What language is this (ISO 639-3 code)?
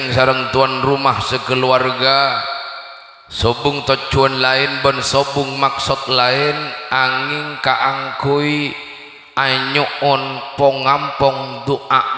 mad